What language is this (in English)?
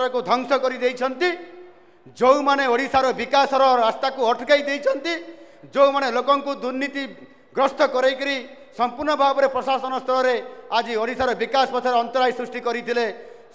Odia